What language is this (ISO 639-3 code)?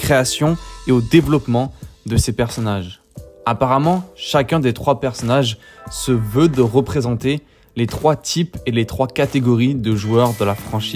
fra